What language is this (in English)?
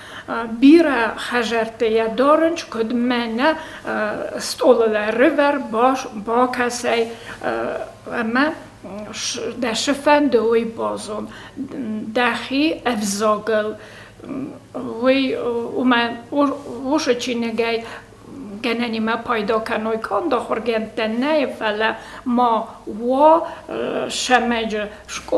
Ossetic